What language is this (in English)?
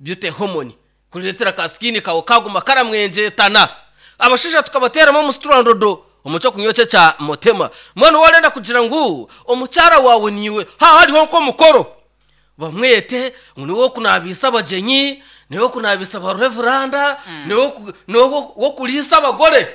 Nyankole